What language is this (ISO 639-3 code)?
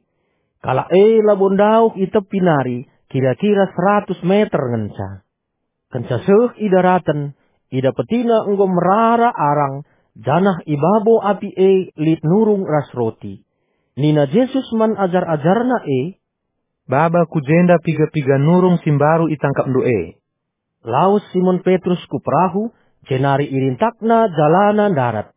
btx